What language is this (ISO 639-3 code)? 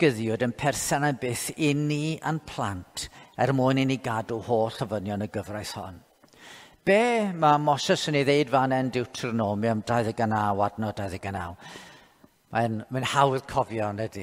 cym